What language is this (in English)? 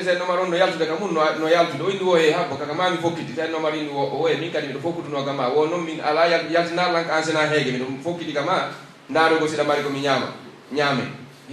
Pular